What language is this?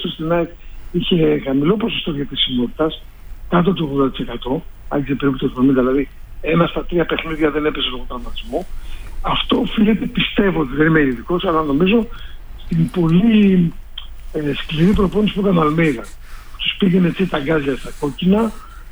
Greek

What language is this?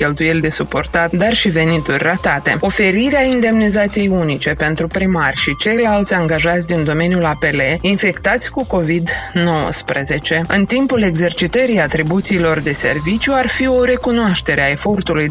Romanian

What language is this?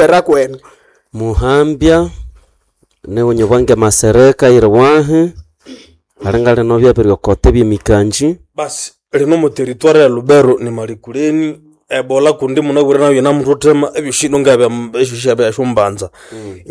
Nande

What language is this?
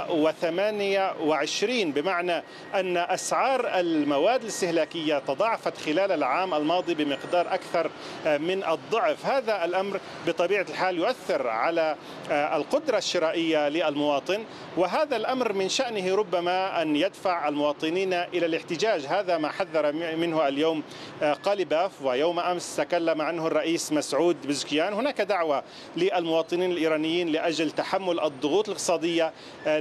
Arabic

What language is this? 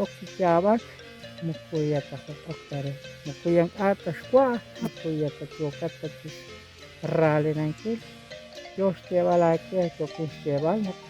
Kekchí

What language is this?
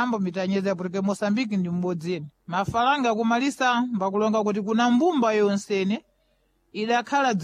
Sena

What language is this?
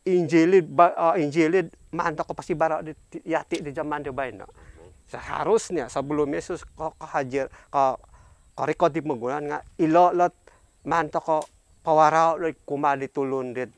Central Dusun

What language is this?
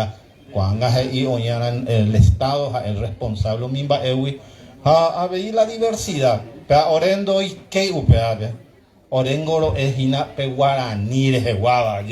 Guarani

